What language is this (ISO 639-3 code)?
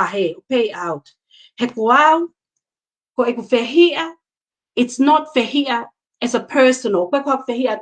ton